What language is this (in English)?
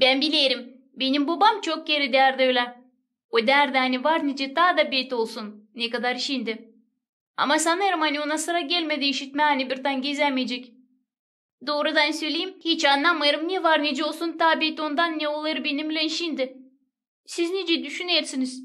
Gagauz